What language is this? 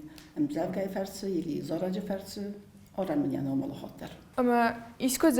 Ossetic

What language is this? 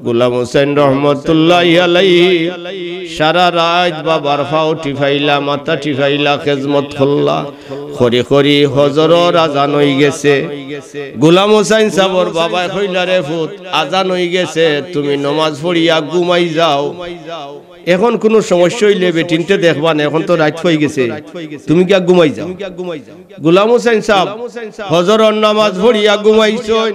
Sylheti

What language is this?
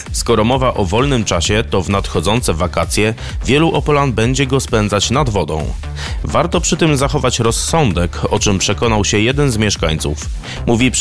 Polish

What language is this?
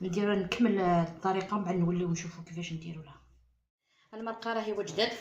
Algerian Arabic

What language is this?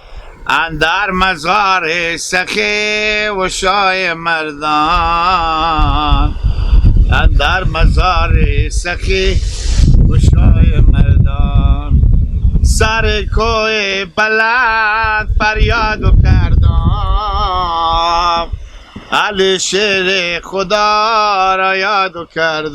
Hazaragi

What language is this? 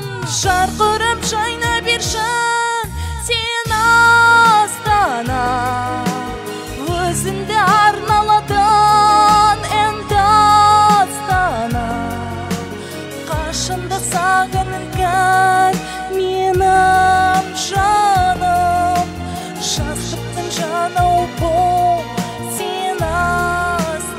Kazakh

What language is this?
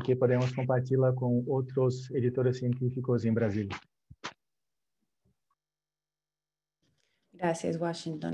Spanish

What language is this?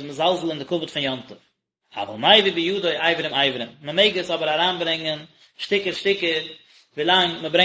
Yiddish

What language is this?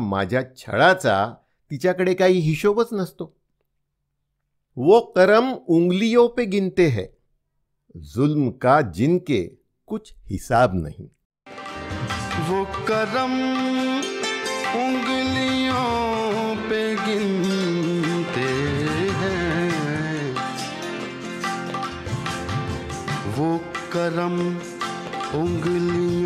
Marathi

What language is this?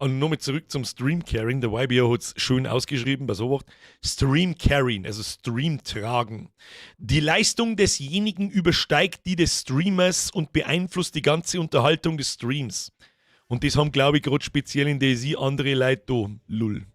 Bavarian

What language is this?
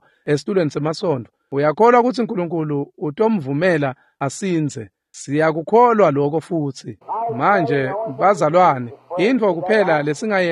Swati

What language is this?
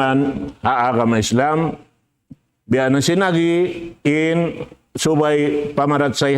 Tausug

